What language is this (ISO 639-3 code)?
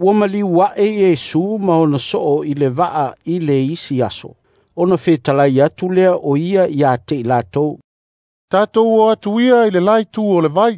smo